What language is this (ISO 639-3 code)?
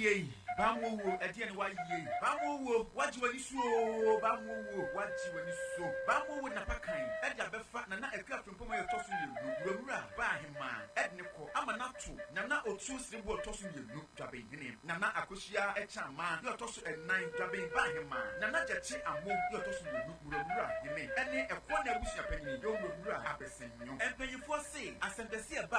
aka